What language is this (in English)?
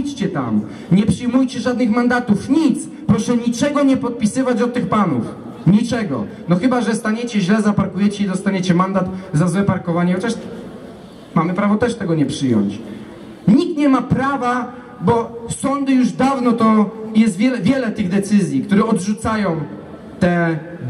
Polish